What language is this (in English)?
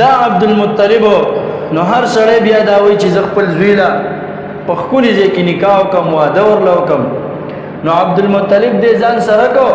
Pashto